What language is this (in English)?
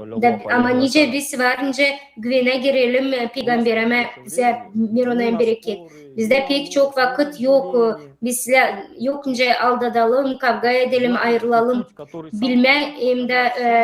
Gagauz